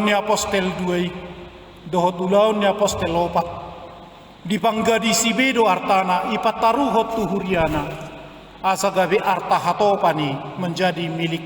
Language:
Batak Toba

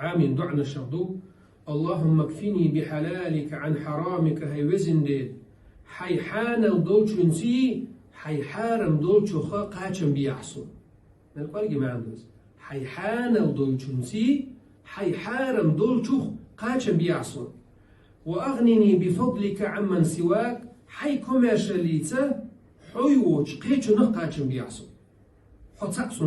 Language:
Chechen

